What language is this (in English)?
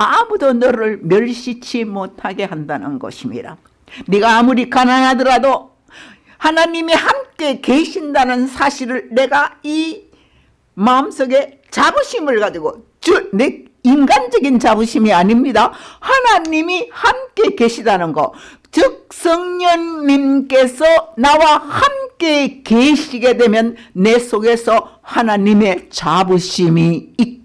Korean